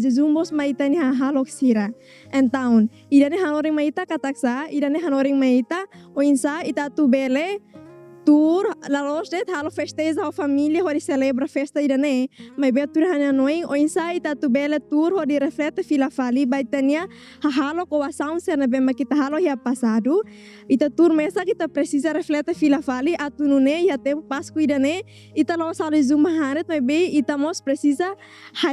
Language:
Tetum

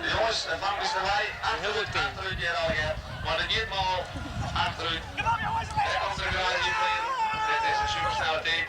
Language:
Western Frisian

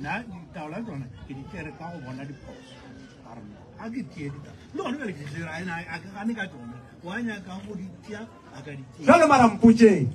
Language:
Northern Sotho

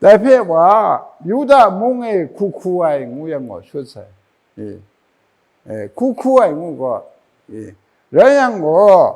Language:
Kachin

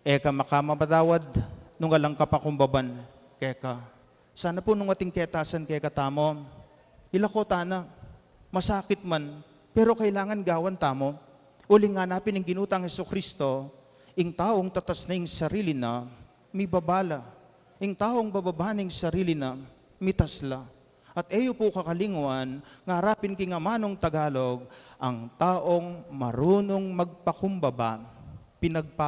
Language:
Pampanga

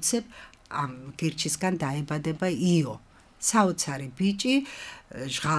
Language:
Georgian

